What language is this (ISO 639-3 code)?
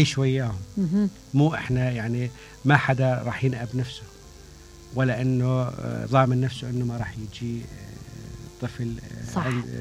acm